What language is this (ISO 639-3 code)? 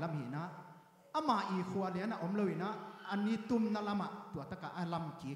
ctd